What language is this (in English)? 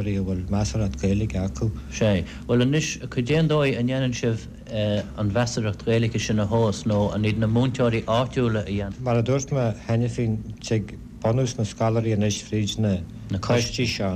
Irish